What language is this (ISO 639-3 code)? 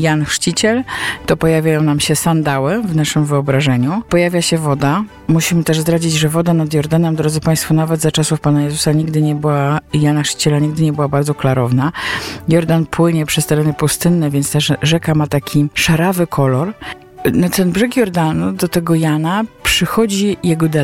pol